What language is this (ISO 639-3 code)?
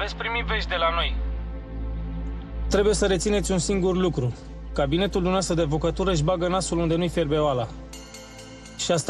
ron